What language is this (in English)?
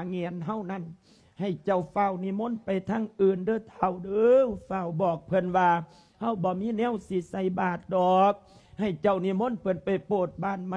Lao